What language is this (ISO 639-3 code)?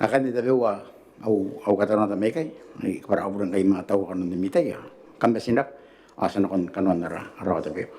gil